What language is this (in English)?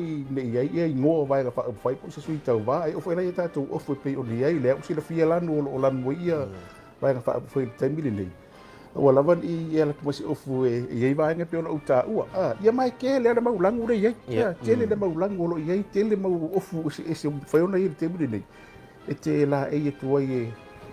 Samoan